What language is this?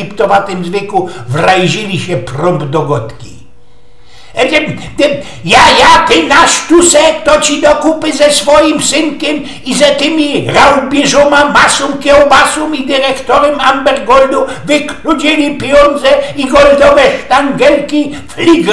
Silesian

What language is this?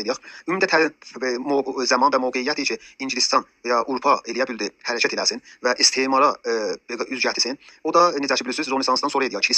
South Azerbaijani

